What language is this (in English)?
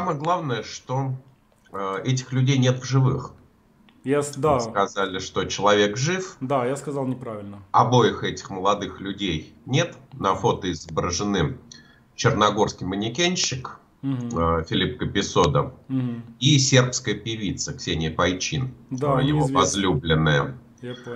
Russian